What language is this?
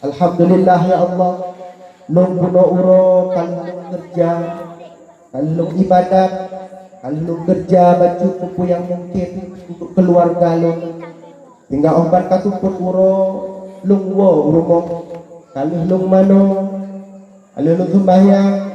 Achinese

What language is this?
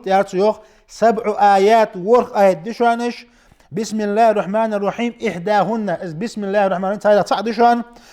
Ingush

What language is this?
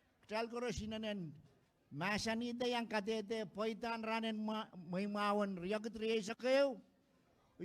Pohnpeian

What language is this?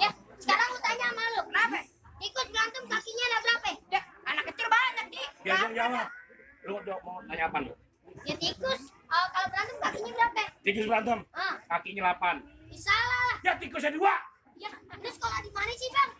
Betawi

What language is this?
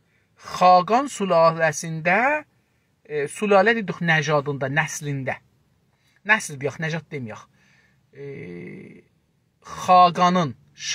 South Azerbaijani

